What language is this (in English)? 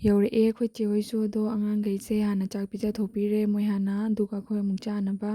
Manipuri